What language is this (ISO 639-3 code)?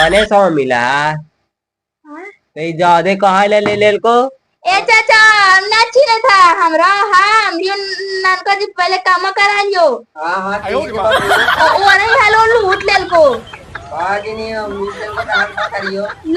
mag